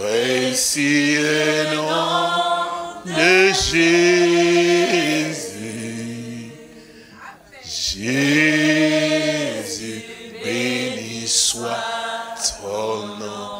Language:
French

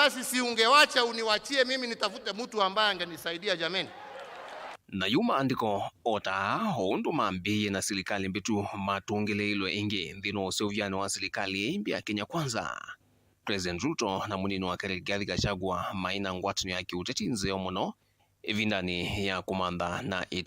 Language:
Kamba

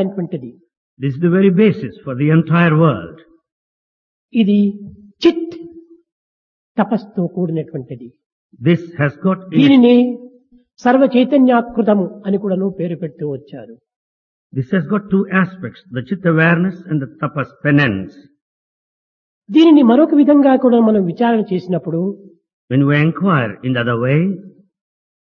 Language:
Telugu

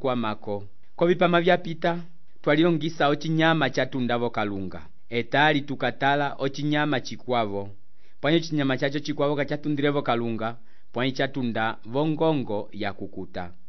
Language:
Umbundu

